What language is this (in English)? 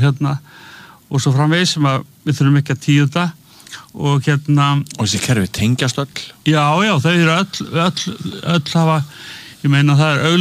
Icelandic